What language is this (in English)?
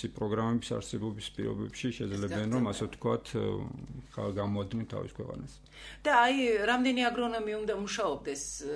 Georgian